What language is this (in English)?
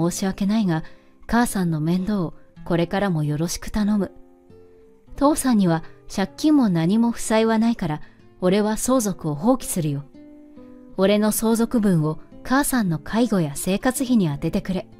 Japanese